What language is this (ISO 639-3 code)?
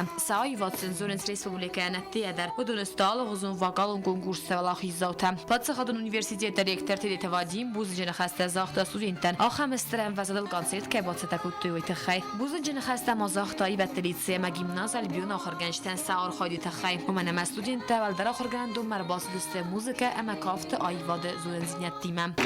oss